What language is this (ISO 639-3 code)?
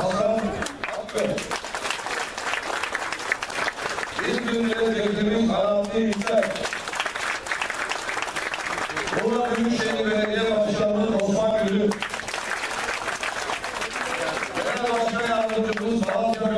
tur